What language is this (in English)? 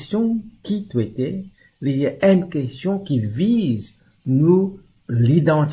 Morisyen